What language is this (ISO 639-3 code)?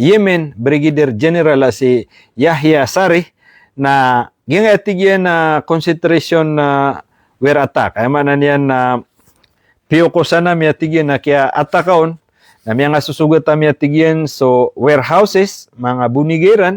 mrw